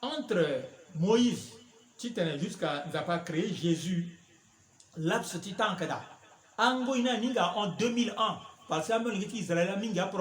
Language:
Sango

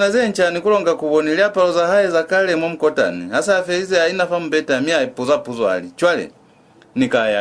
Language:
Lozi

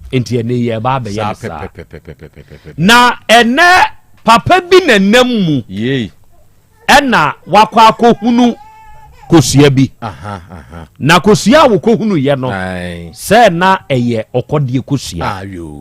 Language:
Akan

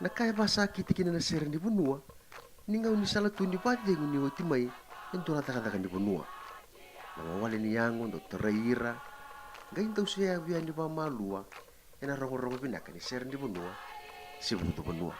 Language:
Fijian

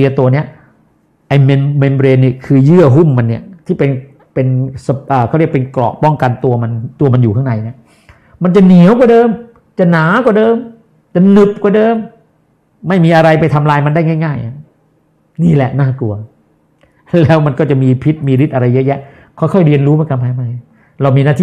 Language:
Thai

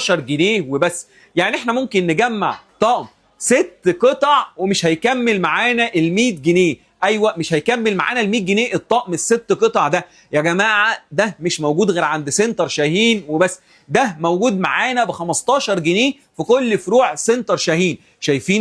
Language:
Egyptian Arabic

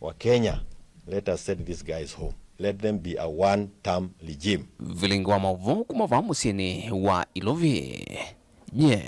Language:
Kamba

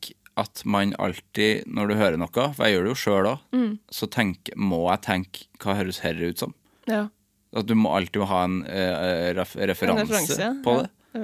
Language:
Norwegian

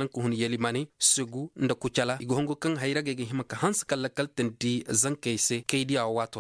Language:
Koyraboro Senni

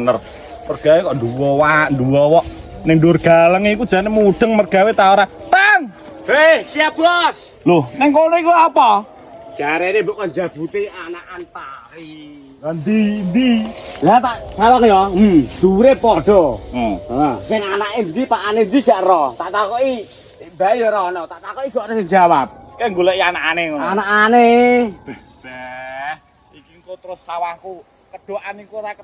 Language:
Javanese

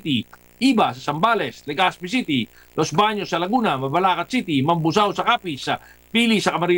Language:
Filipino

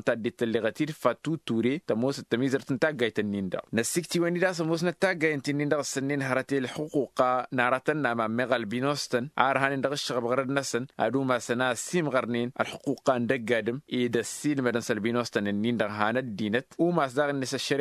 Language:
Tamasheq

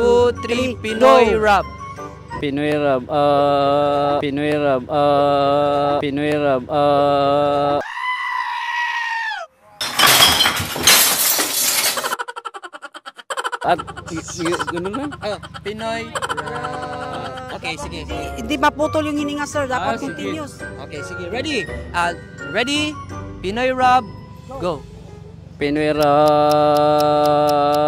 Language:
Filipino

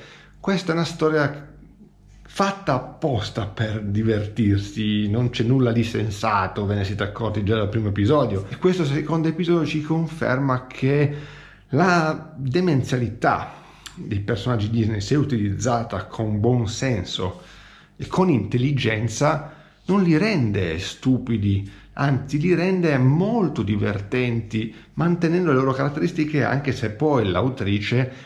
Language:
Italian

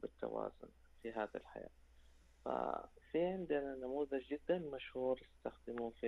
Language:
Najdi Arabic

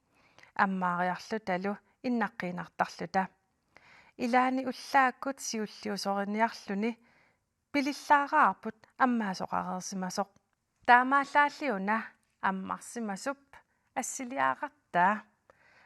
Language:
Kalaallisut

